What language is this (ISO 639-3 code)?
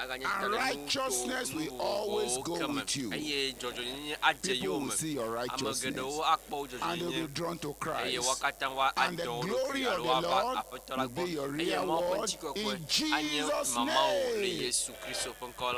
ewe